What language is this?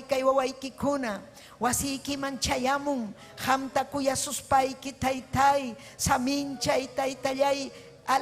Ayacucho Quechua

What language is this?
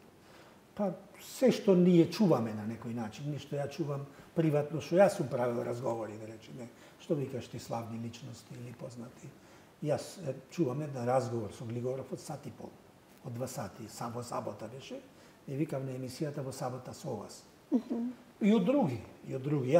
Macedonian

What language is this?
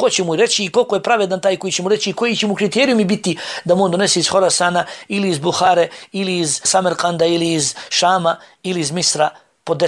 Bosnian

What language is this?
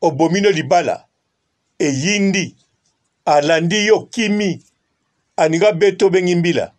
Lingala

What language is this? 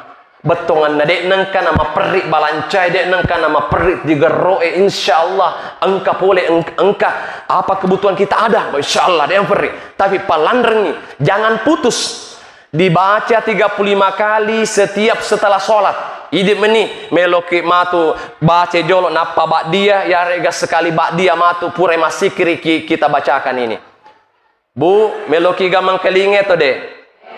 Buginese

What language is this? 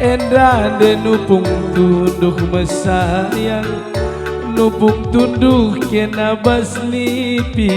Batak Karo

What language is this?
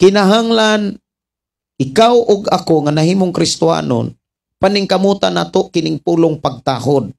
Cebuano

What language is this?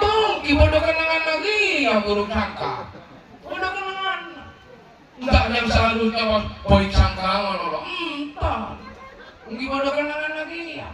Madurese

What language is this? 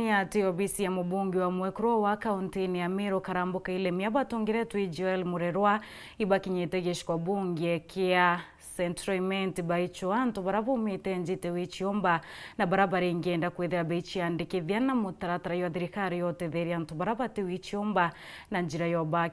Meru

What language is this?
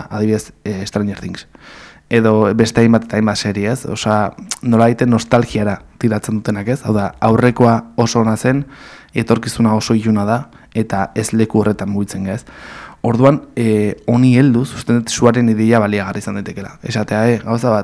Basque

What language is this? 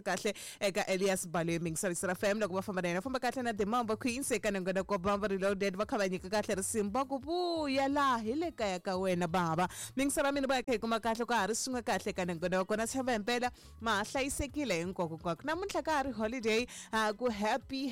Tsonga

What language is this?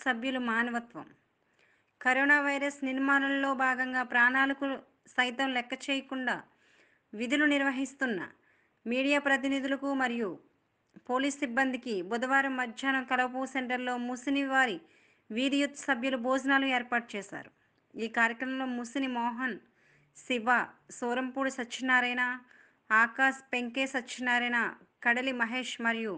Telugu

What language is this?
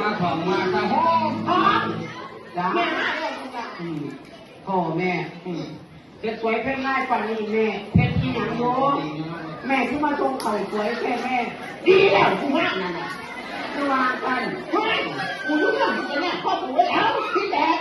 Northeastern Thai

